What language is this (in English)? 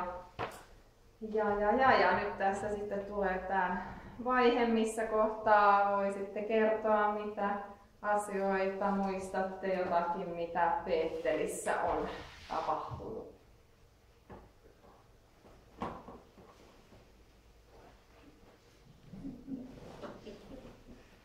Finnish